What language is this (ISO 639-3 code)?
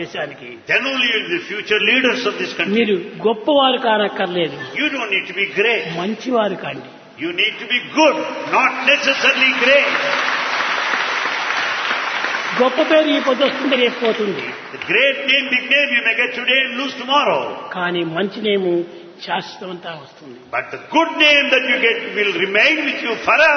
tel